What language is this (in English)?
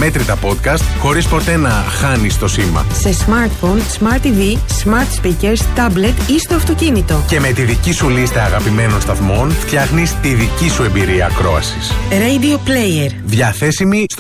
Greek